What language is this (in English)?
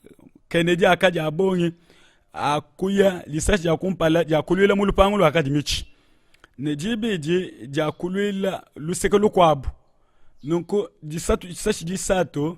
Luba-Lulua